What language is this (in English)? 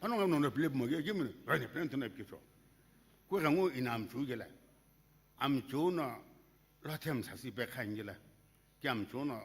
Sumi Naga